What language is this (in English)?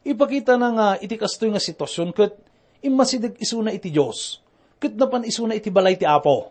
Iloko